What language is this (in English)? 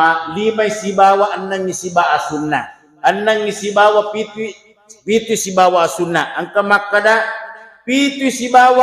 Buginese